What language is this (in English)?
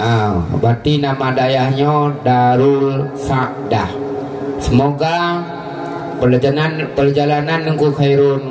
Achinese